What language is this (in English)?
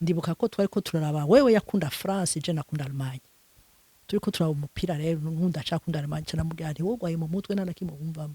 Rundi